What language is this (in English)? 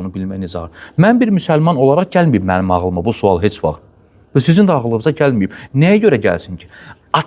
Azerbaijani